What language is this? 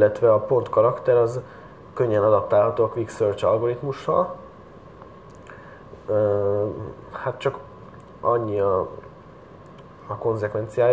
Hungarian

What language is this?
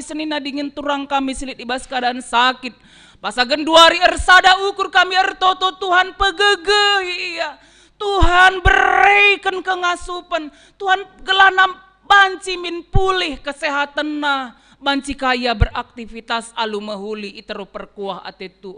Batak Karo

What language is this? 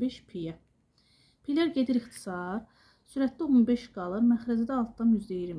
Azerbaijani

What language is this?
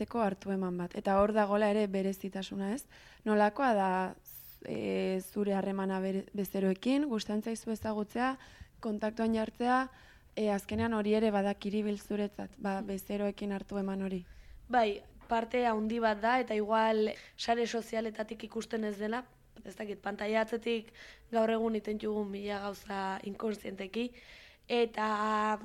Basque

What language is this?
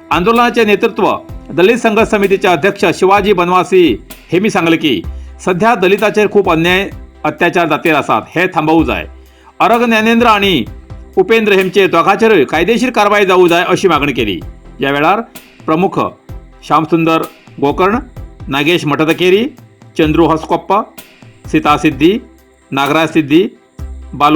Konkani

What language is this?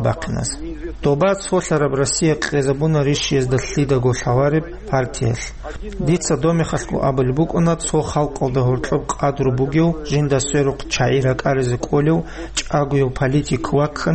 Avaric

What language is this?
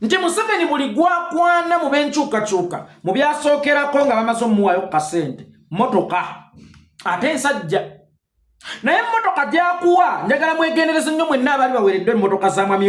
Ganda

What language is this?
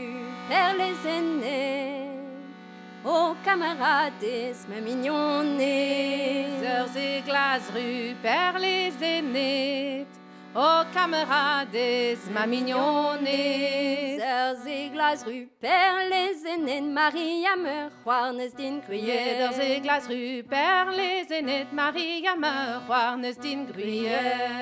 Breton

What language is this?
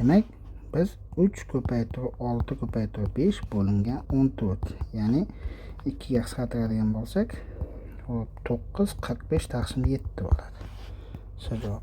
Uzbek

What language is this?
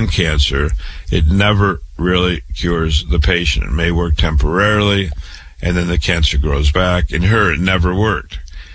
English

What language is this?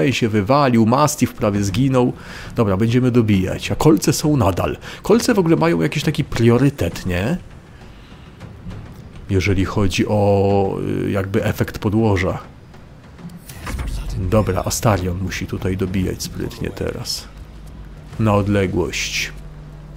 Polish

